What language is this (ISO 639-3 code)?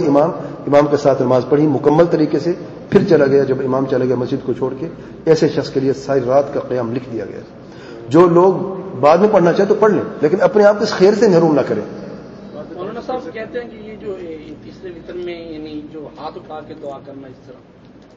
urd